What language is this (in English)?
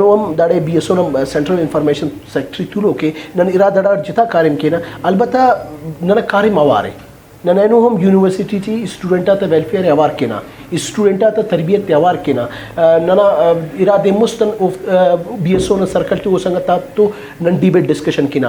Brahui